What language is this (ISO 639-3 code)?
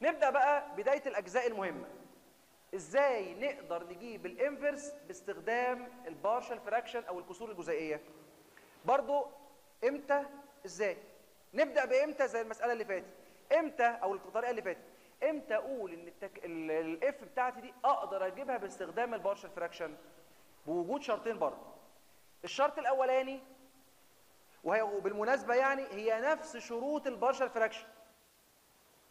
arz